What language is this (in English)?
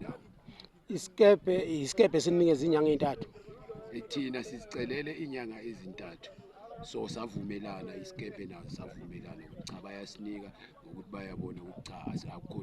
Zulu